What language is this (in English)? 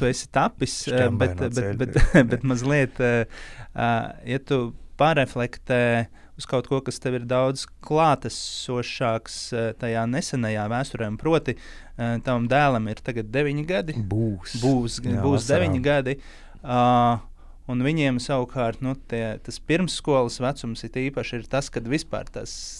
Latvian